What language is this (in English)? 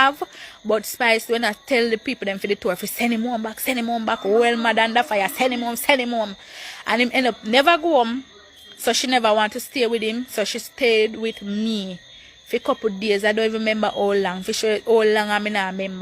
Jamaican Creole English